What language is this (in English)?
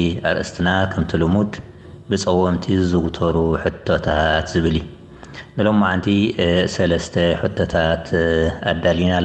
Tigrinya